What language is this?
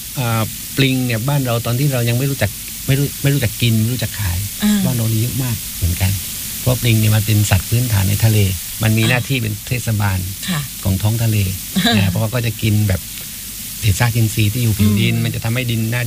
Thai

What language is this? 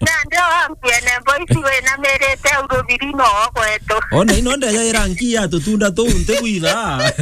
Meru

